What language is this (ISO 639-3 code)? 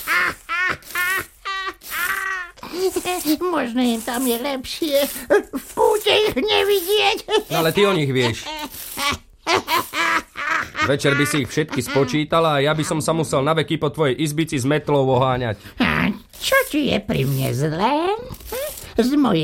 slk